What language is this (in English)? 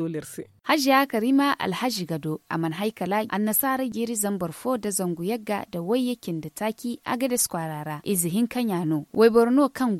Zarma